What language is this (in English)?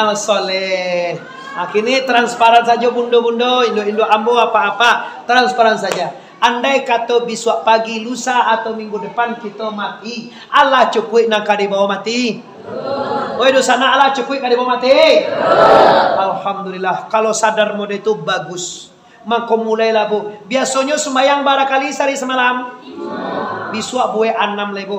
Minangkabau